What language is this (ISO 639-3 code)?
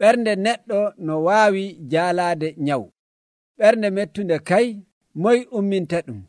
fuv